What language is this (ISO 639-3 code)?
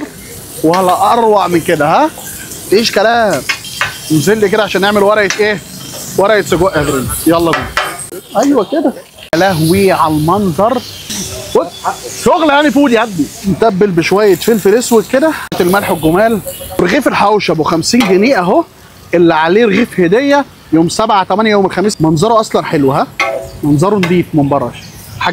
arz